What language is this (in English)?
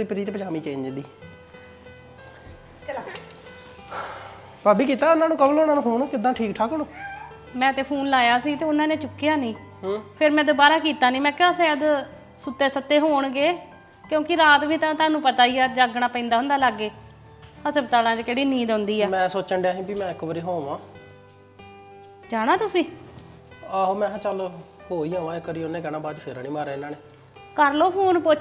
Punjabi